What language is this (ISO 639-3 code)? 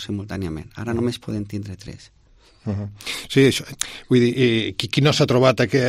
cat